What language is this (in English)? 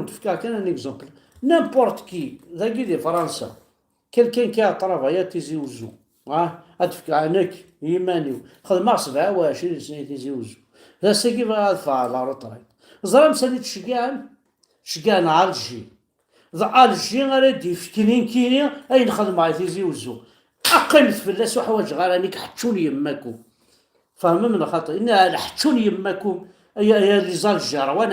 Kabyle